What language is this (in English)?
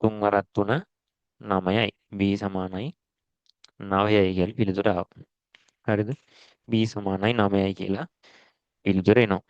Sinhala